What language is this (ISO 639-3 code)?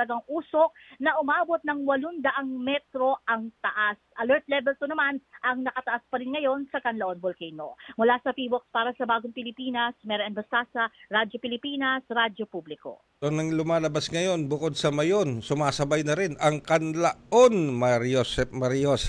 fil